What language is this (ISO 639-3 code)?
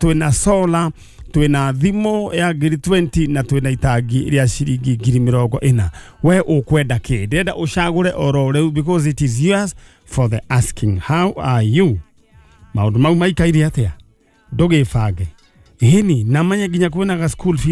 kik